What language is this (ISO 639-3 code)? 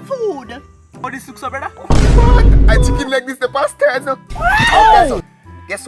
jam